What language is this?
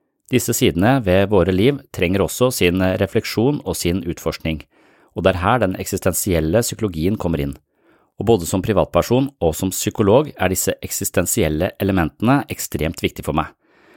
Norwegian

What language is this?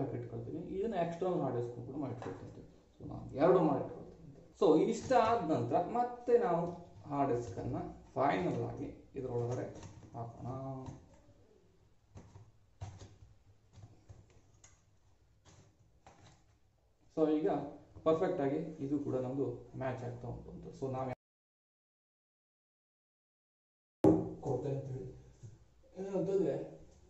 Kannada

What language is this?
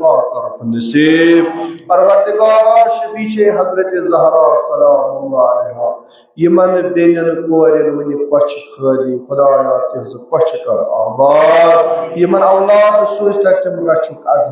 Kashmiri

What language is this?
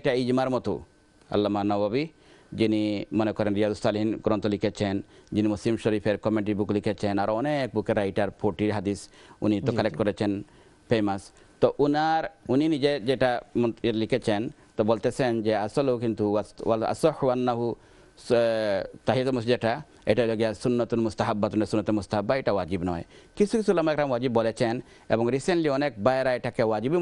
Bangla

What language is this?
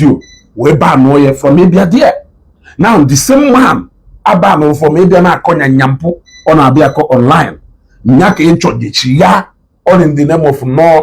Igbo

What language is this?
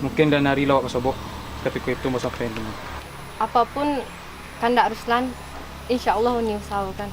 Minangkabau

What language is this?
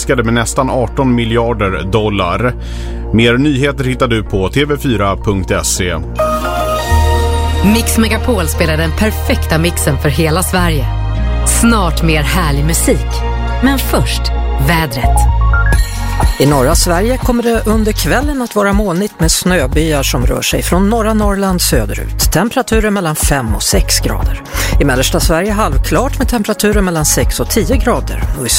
Swedish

